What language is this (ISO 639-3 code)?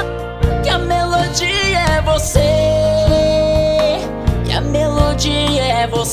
por